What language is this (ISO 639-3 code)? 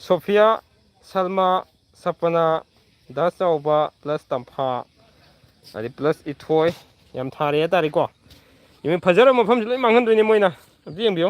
mni